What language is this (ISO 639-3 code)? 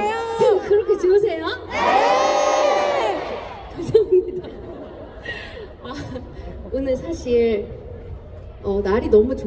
kor